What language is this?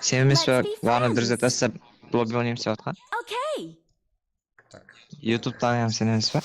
Kara-Kalpak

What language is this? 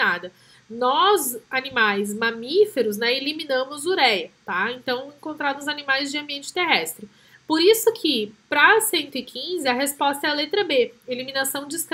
Portuguese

